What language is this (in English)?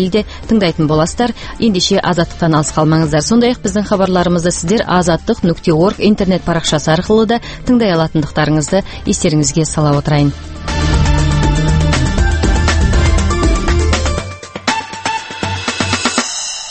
Kazakh